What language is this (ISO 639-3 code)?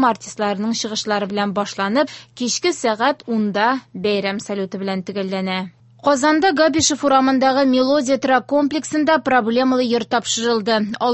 tat